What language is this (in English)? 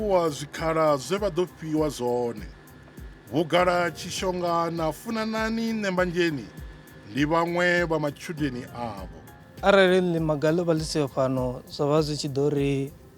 Venda